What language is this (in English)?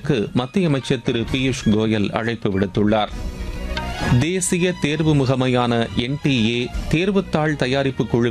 Tamil